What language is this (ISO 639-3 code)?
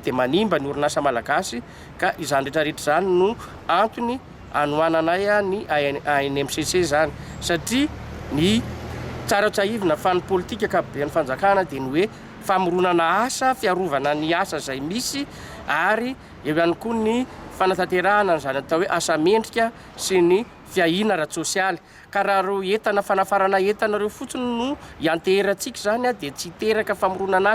mlg